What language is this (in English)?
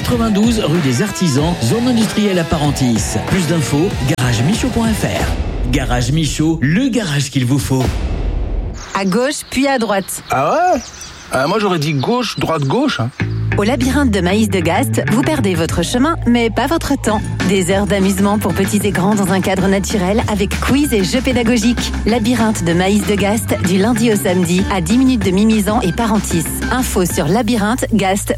French